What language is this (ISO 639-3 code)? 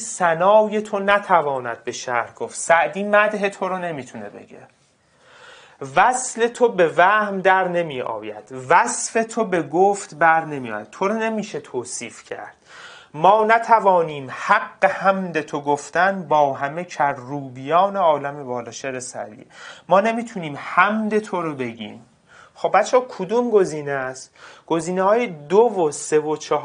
fas